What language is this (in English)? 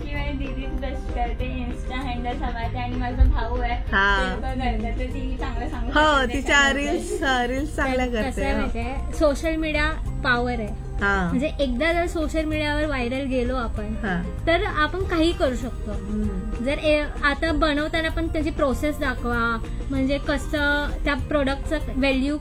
Marathi